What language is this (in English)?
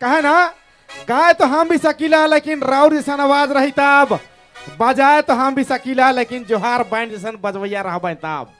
Sadri